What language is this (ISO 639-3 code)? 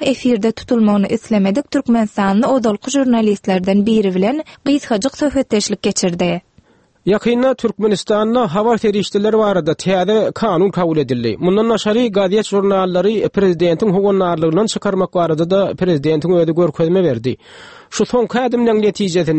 tuk